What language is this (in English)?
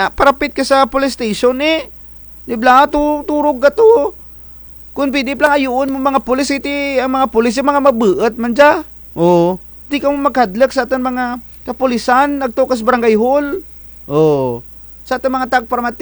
Kinaray-a